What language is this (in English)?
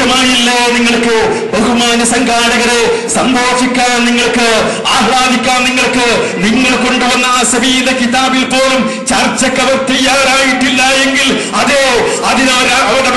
Malayalam